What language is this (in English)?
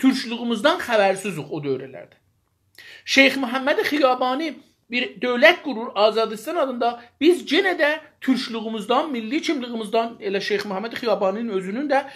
South Azerbaijani